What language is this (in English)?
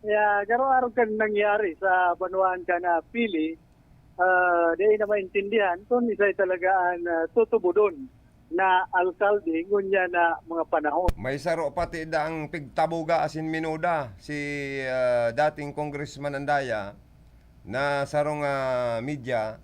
Bikol